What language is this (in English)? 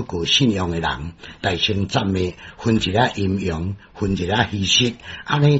Min Nan Chinese